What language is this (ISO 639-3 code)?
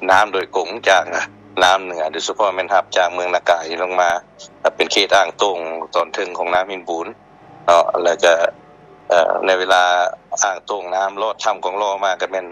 lao